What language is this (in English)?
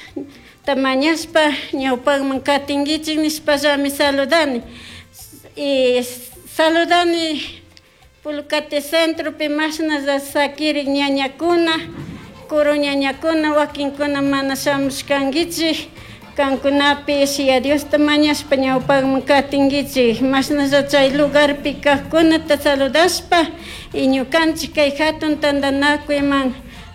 Chimborazo Highland Quichua